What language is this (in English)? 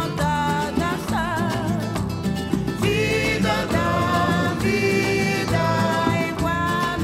Portuguese